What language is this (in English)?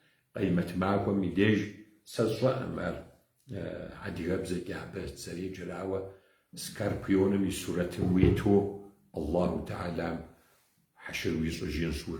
Kabardian